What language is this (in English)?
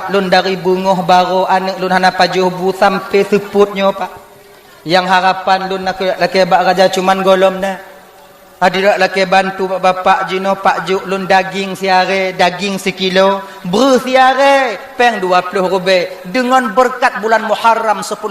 Achinese